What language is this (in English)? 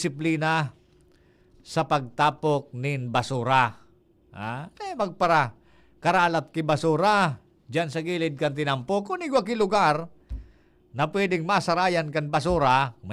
Bikol